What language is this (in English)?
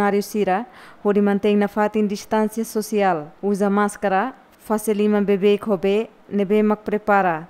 Tetum